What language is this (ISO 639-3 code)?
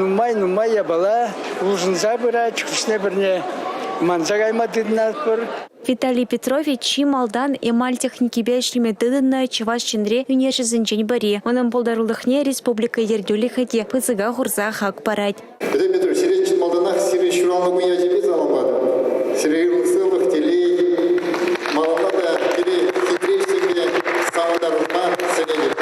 chv